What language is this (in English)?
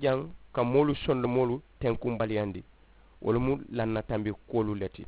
Mandingo